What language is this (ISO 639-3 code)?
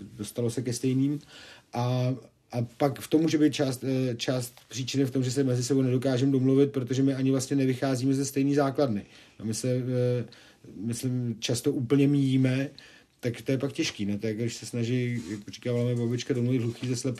ces